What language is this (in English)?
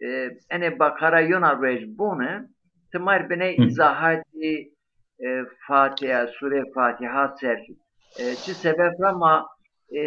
Zaza